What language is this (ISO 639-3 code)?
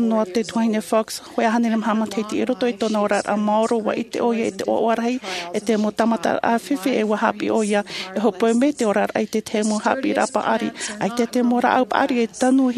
tah